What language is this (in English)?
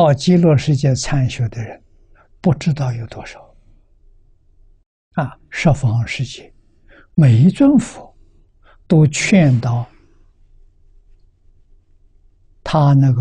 Chinese